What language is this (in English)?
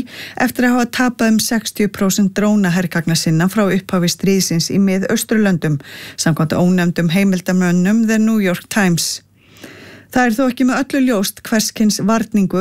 Icelandic